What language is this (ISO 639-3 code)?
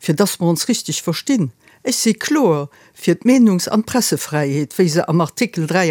ltz